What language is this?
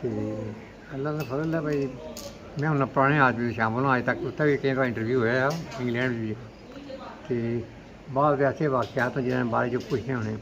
Pahari-Potwari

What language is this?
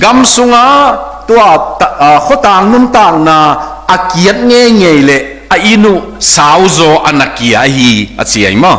Tedim Chin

